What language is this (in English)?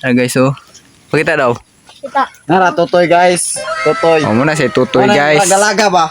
Cebuano